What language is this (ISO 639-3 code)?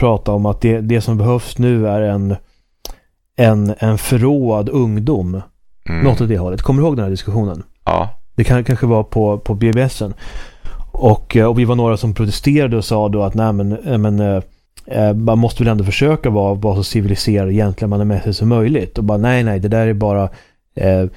swe